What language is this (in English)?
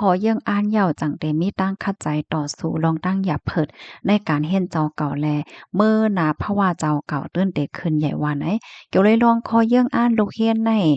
Shan